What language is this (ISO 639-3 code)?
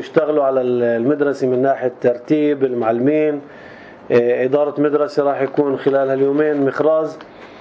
apc